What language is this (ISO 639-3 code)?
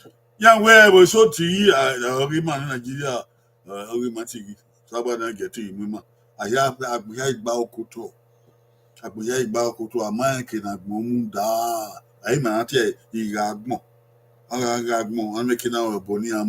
bin